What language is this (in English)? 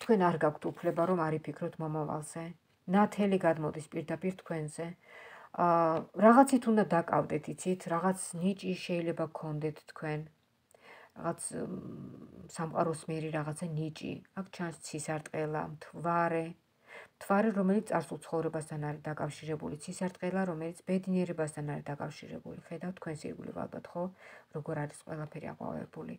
Georgian